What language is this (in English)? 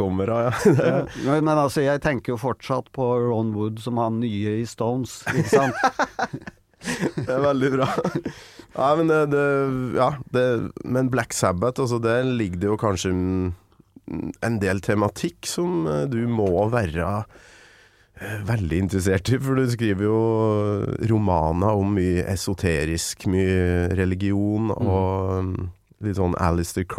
Norwegian